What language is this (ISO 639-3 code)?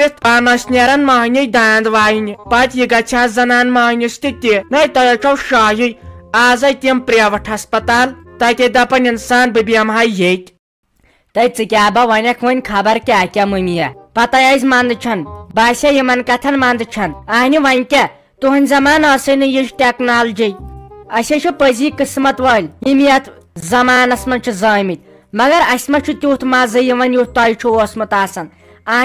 kas